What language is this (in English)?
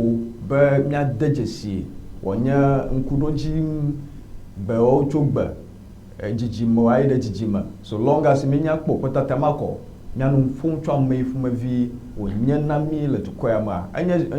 Ewe